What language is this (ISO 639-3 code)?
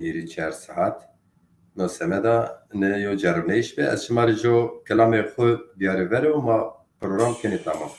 zza